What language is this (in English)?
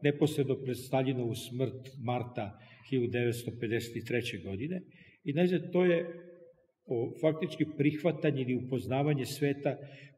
Serbian